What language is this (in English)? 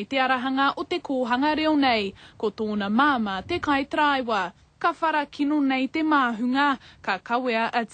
Māori